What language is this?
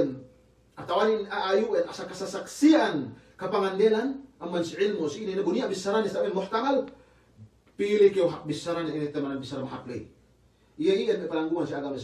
Yakan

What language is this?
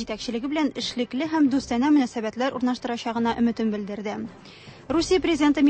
Tatar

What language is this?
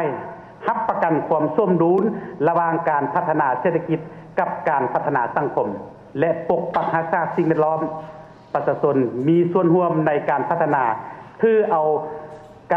Lao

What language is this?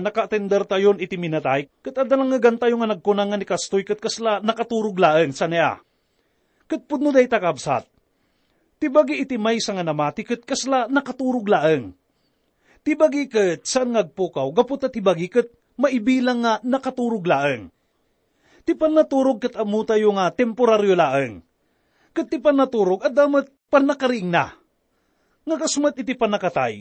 Iloko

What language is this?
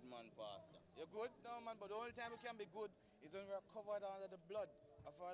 Jamaican Creole English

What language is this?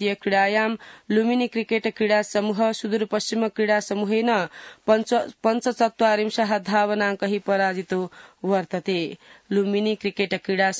Sanskrit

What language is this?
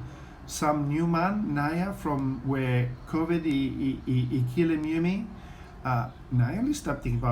Bislama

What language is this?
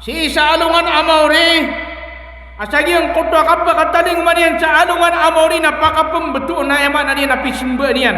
Maranao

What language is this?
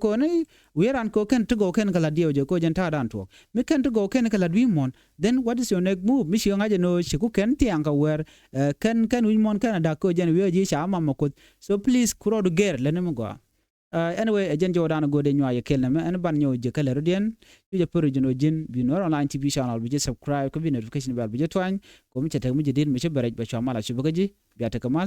Nuer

